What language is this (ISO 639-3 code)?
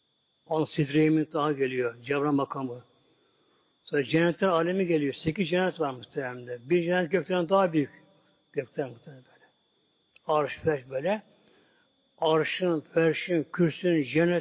tur